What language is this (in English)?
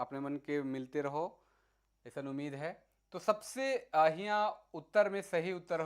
Sadri